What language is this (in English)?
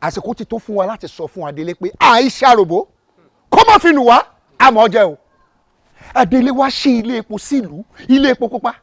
Yoruba